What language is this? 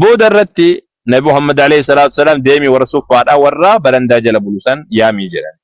Oromo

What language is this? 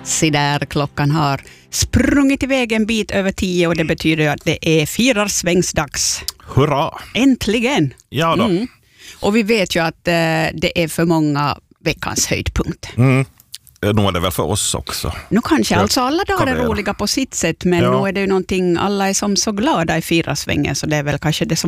Swedish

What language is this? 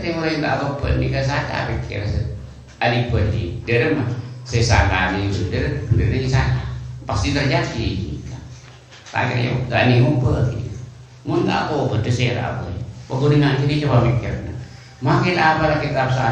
Madurese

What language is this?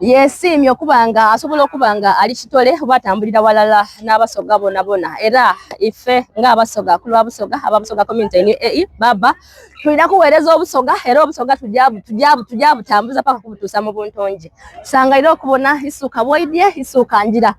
Soga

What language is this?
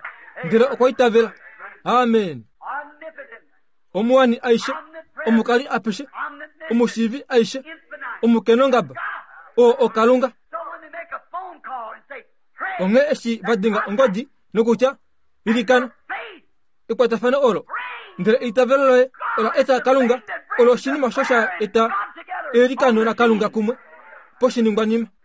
Kuanyama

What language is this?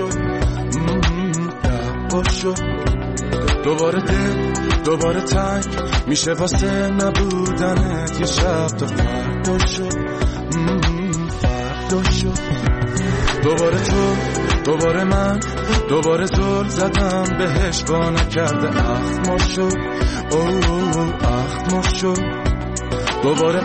Persian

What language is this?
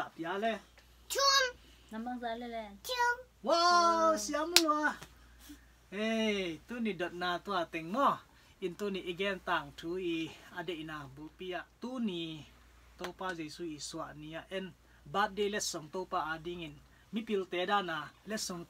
Tedim Chin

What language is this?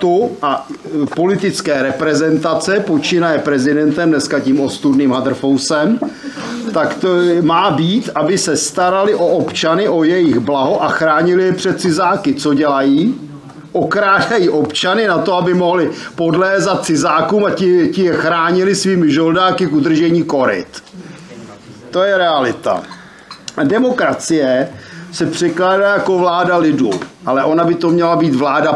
Czech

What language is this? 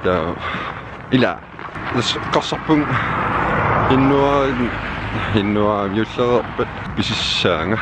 Kalaallisut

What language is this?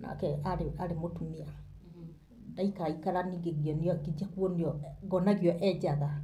Kikuyu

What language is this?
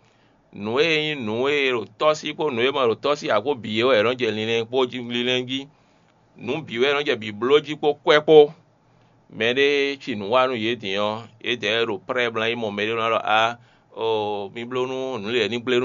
Fon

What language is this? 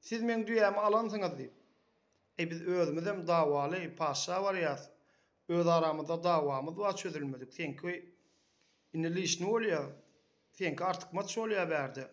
Turkmen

